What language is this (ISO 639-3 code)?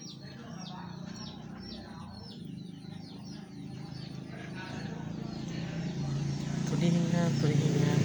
lao